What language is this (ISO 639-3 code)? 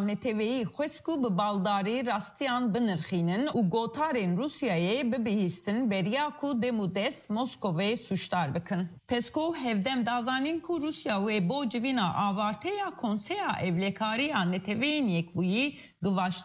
kur